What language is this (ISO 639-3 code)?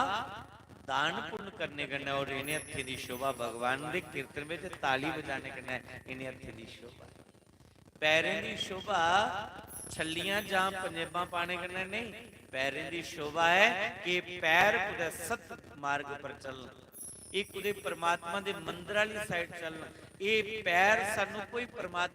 doi